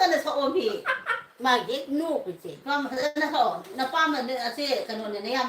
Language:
Manipuri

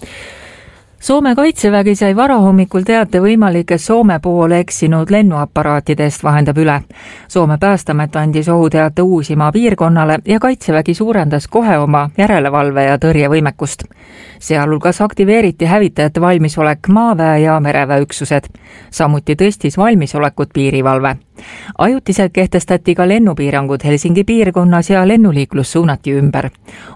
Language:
Estonian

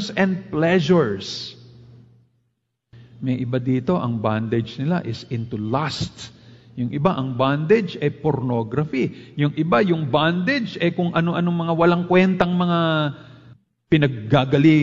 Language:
Filipino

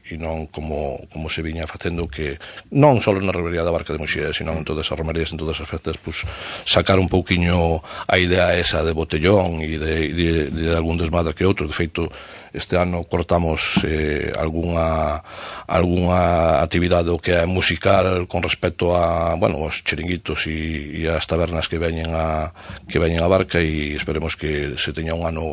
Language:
Galician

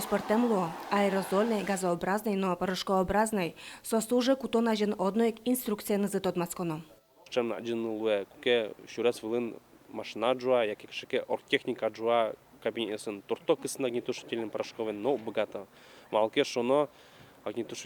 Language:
Udmurt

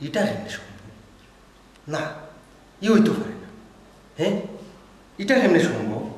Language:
Sylheti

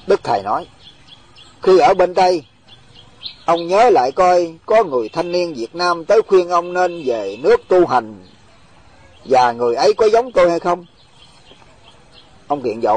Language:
Vietnamese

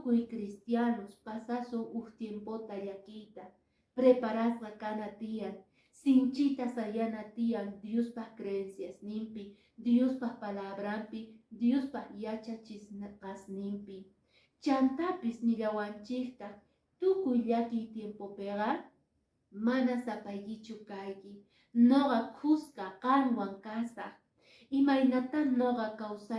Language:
Quechua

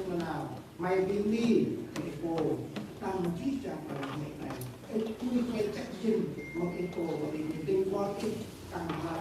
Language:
Central Mnong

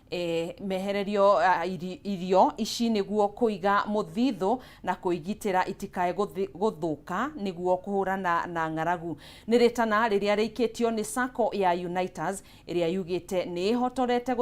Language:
Kikuyu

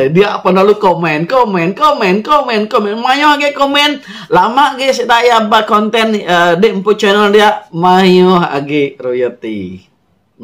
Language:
Iban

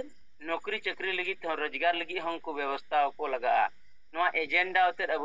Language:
Santali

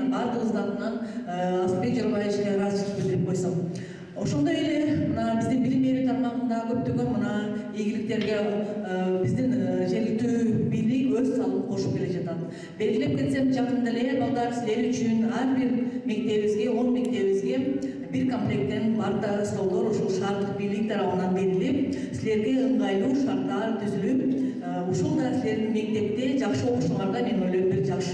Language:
Kyrgyz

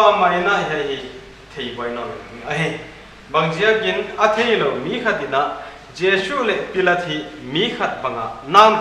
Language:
Paite Chin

